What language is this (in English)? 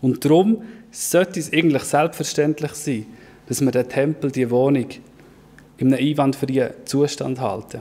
Swiss German